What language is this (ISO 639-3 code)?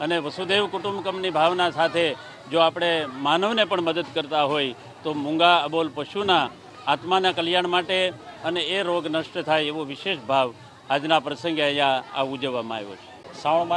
guj